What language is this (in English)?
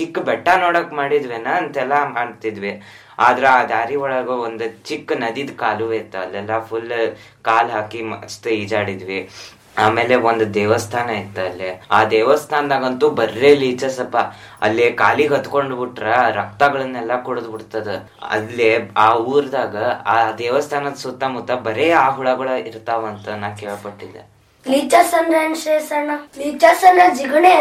Kannada